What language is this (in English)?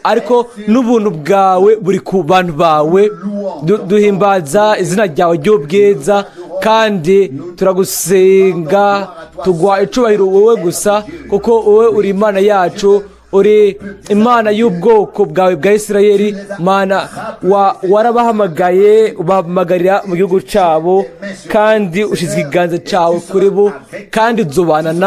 Rundi